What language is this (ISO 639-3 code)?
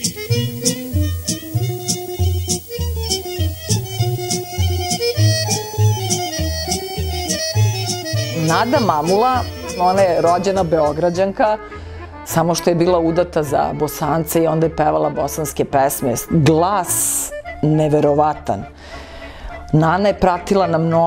srp